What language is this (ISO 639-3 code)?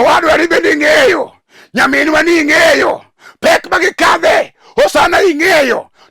luo